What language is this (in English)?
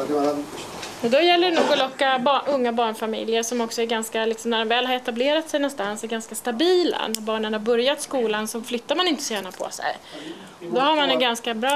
Swedish